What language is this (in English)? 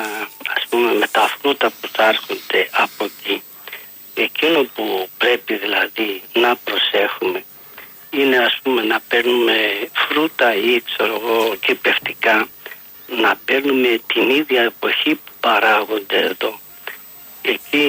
Greek